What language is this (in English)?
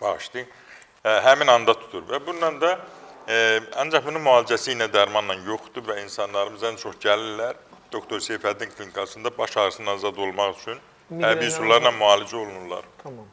Azerbaijani